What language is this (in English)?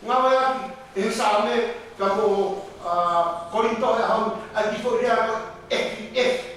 Tongan